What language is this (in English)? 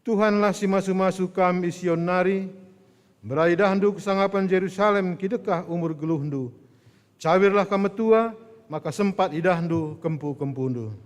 Batak Karo